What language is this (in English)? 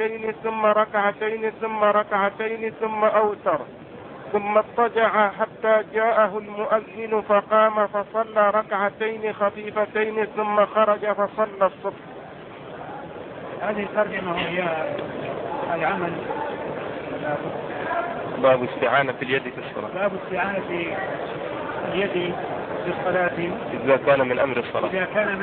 Arabic